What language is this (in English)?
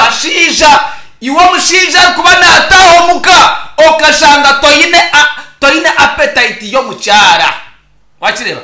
Nyankole